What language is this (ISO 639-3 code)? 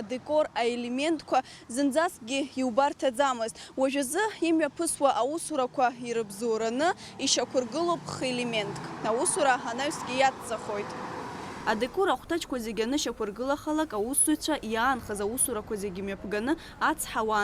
abk